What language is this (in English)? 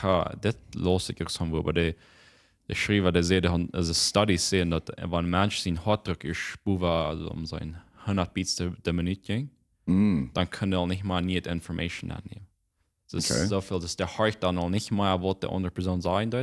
Plautdietsch